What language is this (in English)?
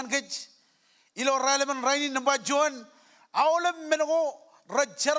Marshallese